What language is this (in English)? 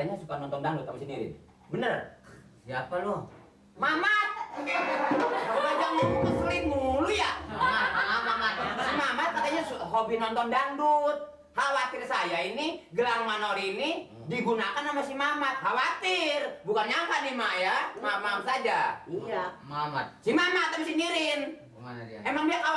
Betawi